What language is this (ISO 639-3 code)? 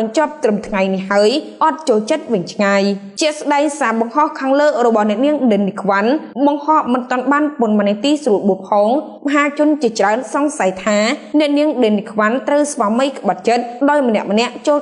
khm